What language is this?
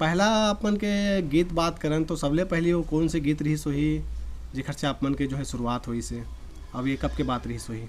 Chhattisgarhi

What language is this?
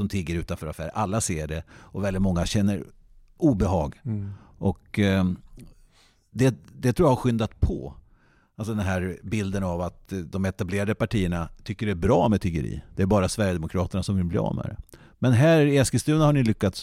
Swedish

